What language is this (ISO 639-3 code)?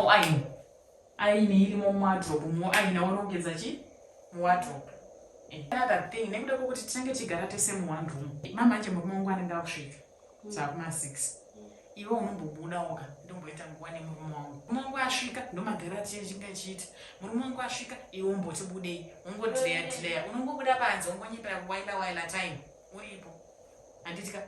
sna